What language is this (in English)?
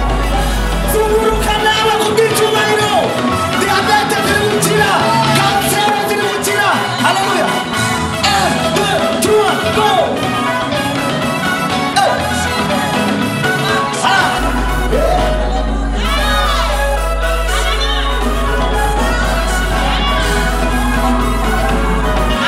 Kinyarwanda